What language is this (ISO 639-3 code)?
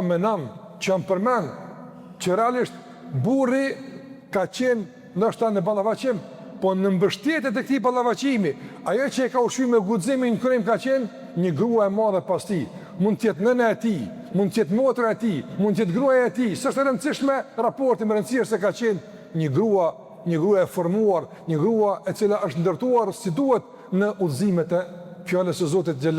sqi